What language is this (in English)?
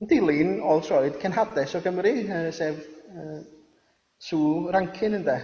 Welsh